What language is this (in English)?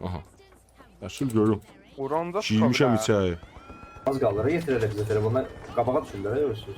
South Azerbaijani